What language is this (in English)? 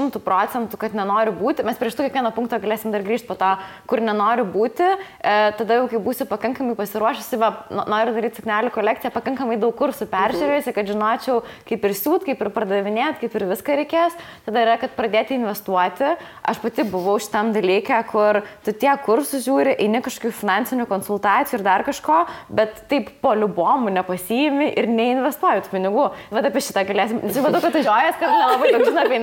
Lithuanian